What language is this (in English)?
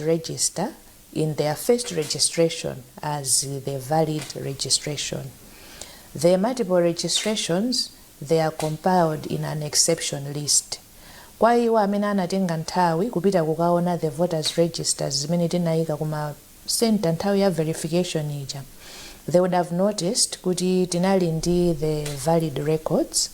Nyanja